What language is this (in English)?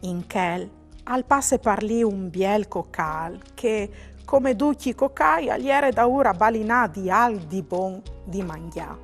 Friulian